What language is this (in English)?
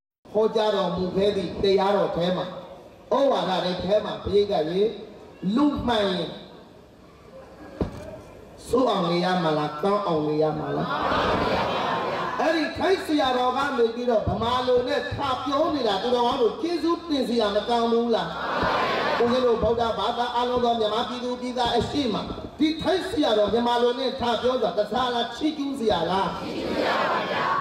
Burmese